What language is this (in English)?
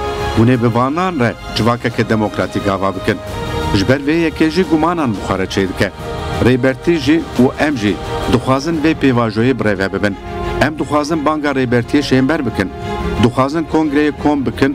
Kurdish